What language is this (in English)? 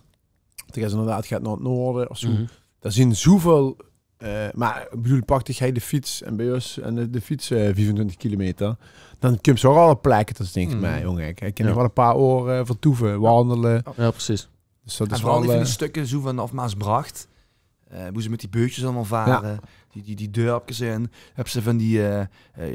Limburgish